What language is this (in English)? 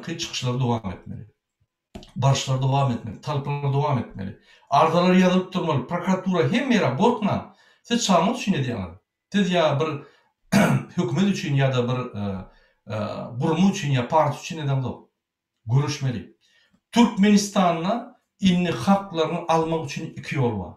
Turkmen